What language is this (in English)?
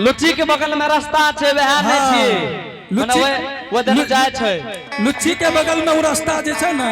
Angika